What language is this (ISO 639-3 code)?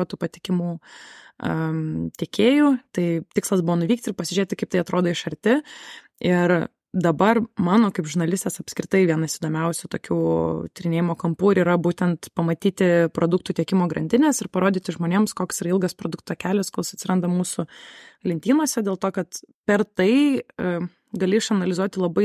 lit